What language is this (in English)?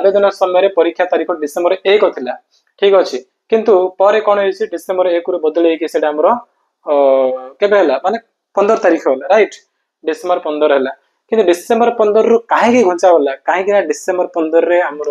Odia